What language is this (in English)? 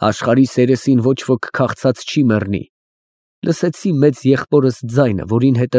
Armenian